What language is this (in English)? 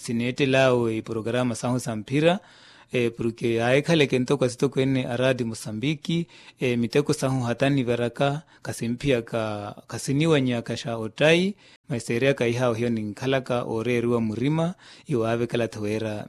Makhuwa